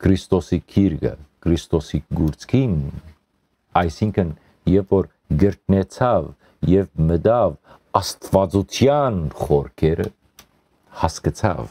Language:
Western Armenian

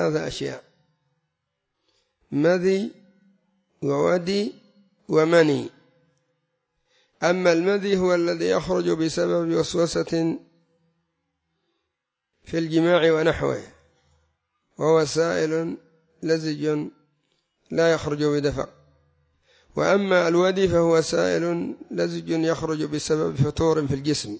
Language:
Arabic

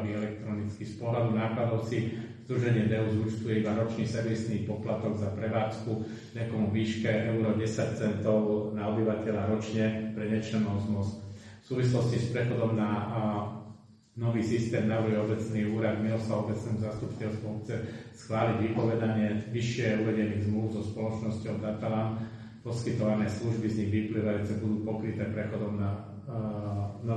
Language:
Slovak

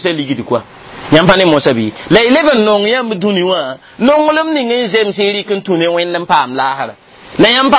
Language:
Mossi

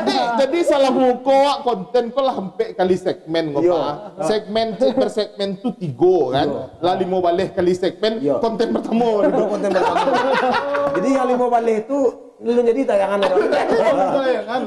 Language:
Minangkabau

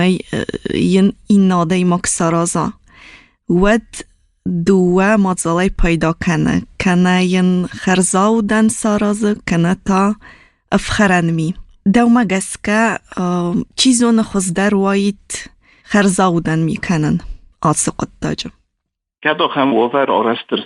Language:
Ossetic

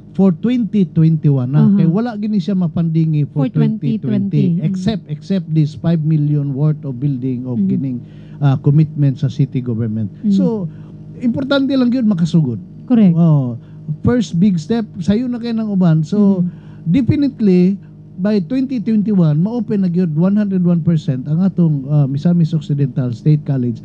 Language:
Cebuano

